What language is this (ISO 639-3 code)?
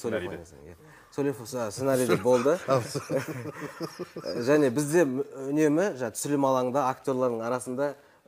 kaz